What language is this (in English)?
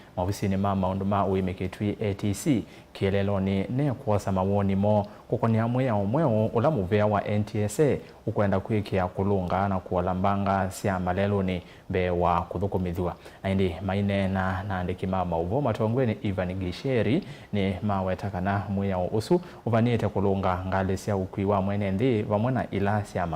Kamba